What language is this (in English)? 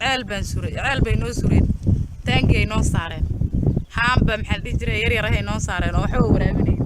Somali